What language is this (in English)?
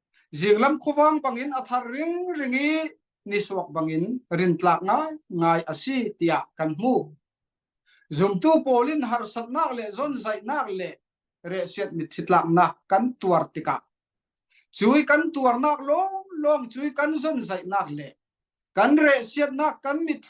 Falam Chin